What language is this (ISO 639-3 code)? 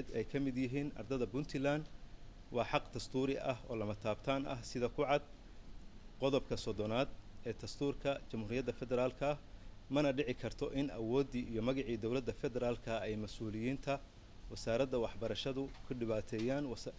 som